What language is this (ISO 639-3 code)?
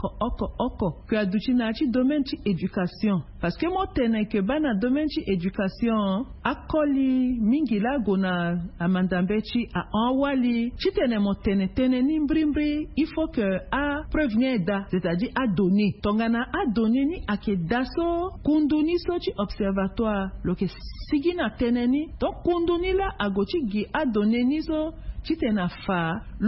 sag